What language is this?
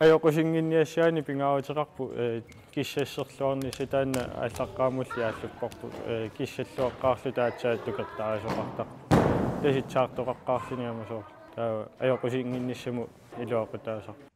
Kalaallisut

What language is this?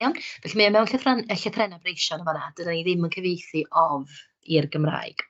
Welsh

